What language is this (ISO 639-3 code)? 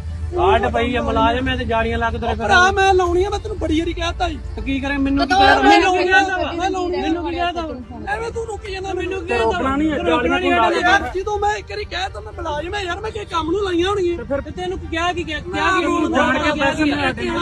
pan